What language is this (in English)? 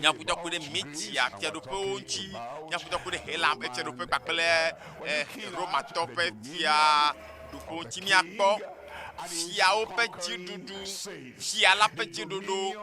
Ewe